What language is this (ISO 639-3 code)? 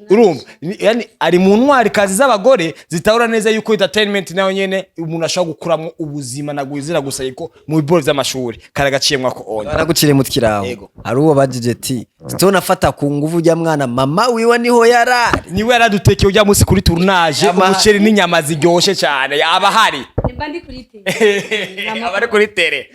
run